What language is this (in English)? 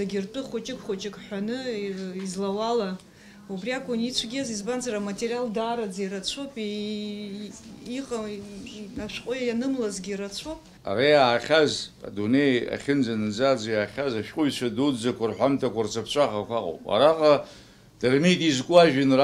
Abkhazian